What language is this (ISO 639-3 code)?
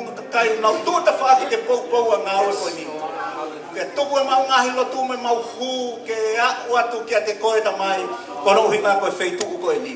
ton